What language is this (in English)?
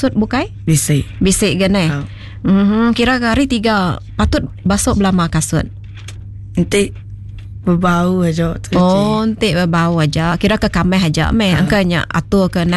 Iban